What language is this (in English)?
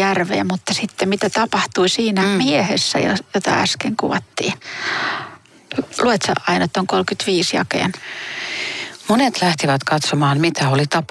Finnish